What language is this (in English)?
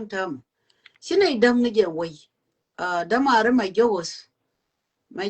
Nuer